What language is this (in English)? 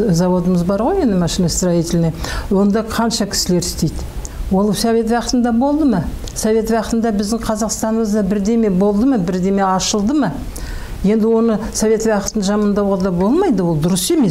Kazakh